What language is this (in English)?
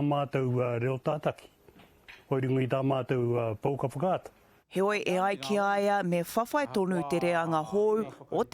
Māori